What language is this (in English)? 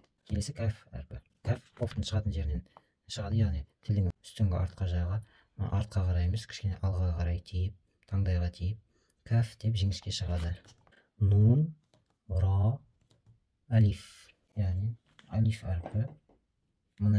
Kazakh